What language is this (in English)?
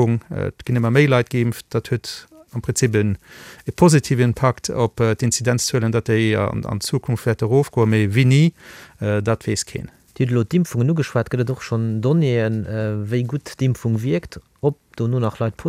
Luxembourgish